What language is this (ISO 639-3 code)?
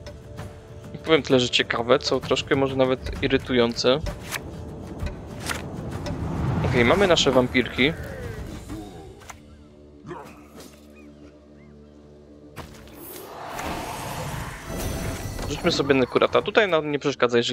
pol